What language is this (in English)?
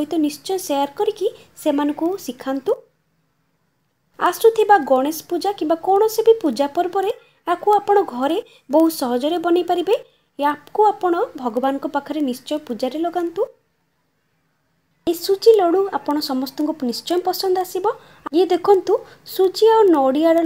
Odia